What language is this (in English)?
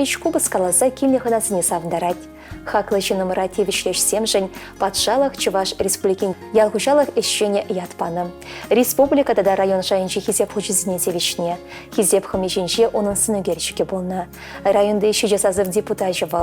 Chuvash